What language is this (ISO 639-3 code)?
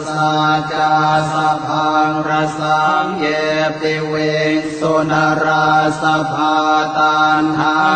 pli